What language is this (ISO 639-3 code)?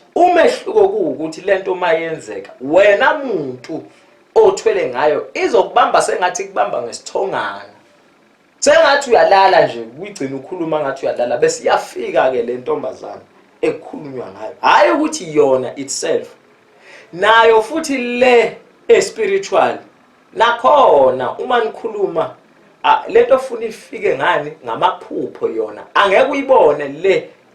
zul